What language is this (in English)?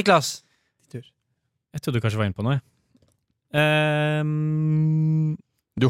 Norwegian